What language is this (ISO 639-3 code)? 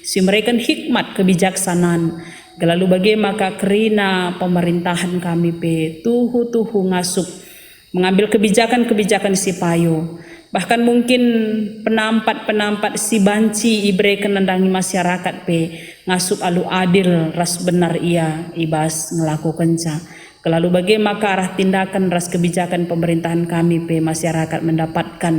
btx